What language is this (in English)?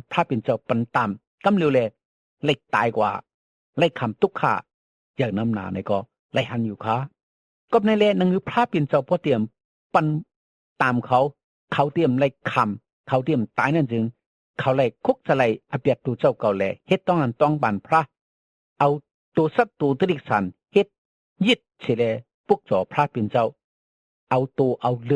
Shan